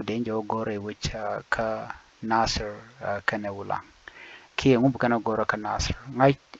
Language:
Nuer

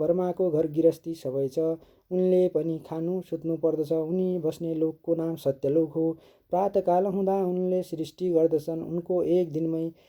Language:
Nepali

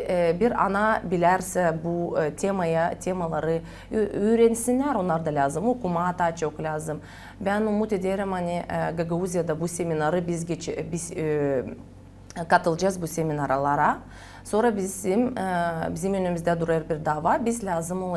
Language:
Gagauz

